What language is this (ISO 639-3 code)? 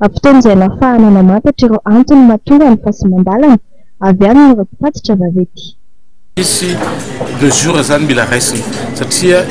mlg